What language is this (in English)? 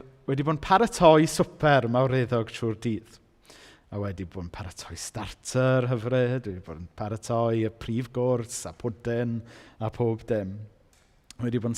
Welsh